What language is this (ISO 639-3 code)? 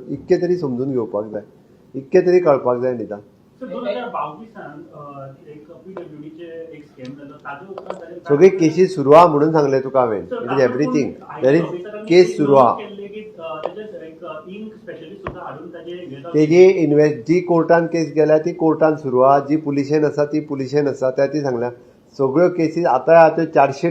kok